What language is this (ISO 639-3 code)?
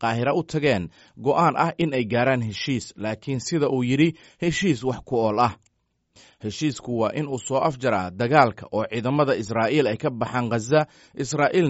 som